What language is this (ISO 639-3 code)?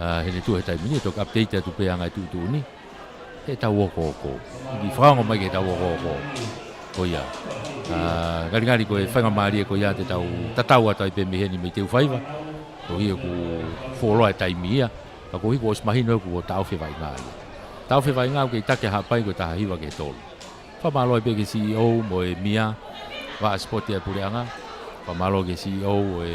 ton